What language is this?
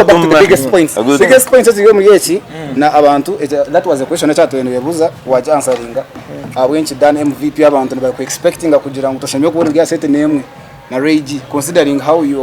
Nyankole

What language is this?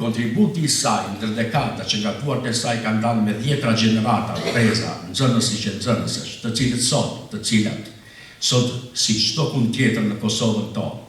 Albanian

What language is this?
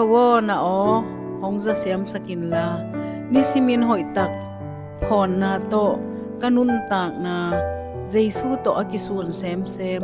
Tedim Chin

